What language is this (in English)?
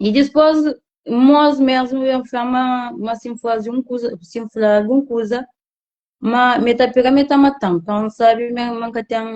Kabuverdianu